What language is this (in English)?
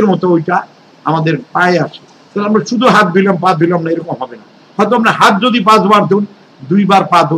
Bangla